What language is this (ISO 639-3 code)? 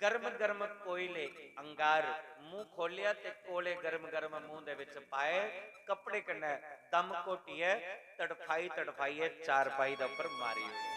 doi